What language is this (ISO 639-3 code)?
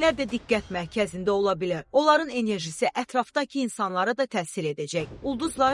aze